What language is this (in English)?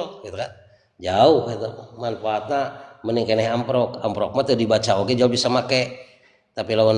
Sundanese